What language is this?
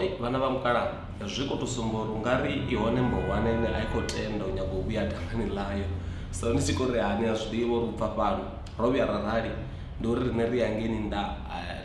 Venda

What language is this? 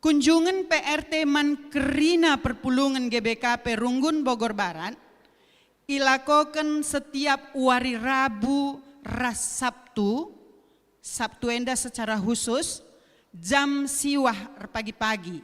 Batak Karo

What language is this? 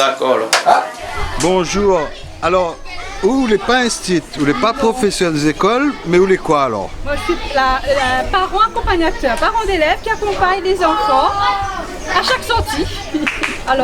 Réunion Creole French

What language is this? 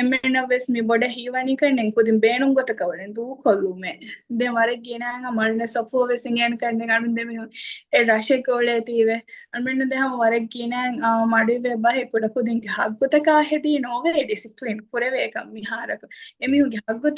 Divehi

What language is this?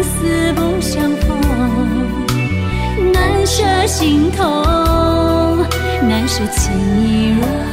Chinese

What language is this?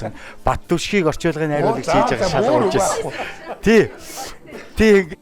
Mongolian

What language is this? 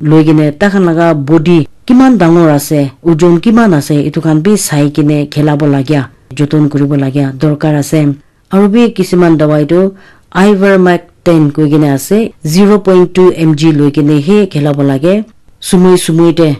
Naga Pidgin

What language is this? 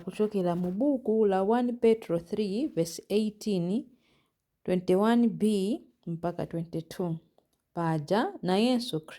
Nyanja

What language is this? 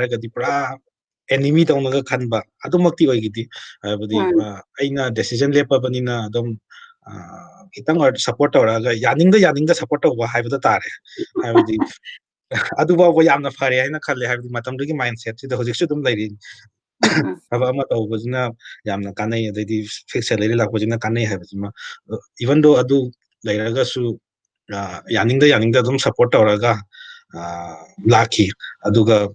Manipuri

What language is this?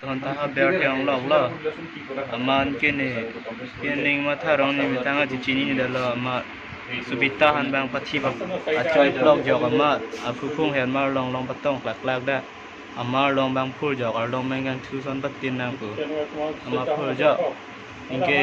Karbi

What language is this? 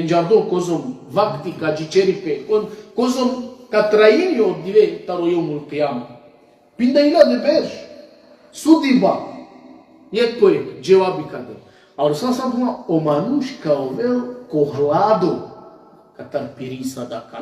Balkan Romani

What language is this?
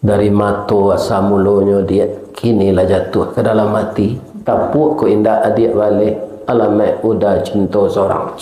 Minangkabau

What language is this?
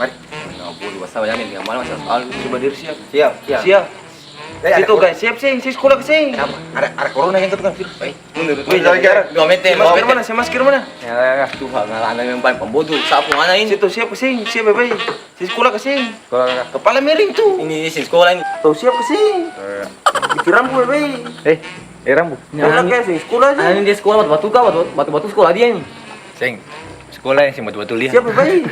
Ambonese Malay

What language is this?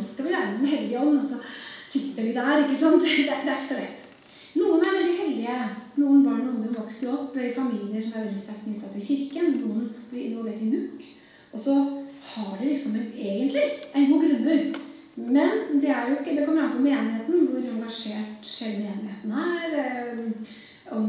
Norwegian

